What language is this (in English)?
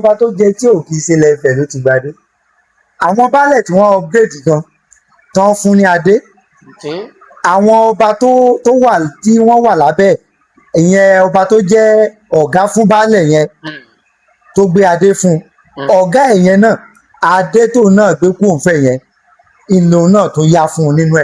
Yoruba